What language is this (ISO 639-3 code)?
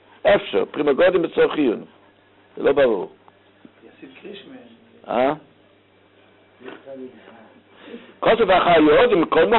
heb